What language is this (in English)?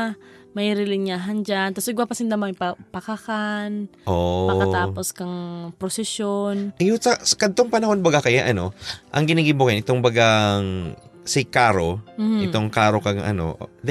Bikol